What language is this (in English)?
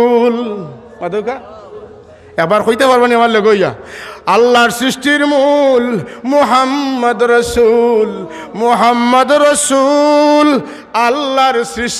Sylheti